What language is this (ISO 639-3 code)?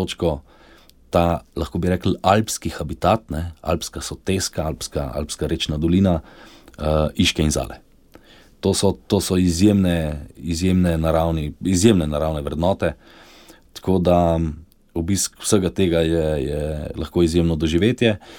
slv